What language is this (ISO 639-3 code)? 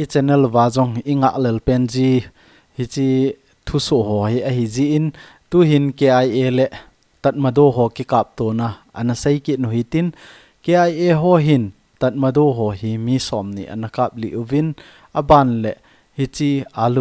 tcz